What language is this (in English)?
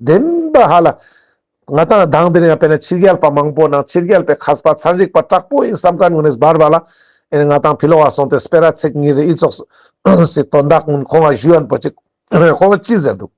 Ladakhi